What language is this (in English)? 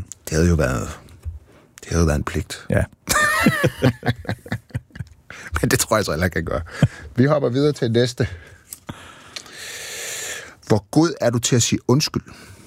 Danish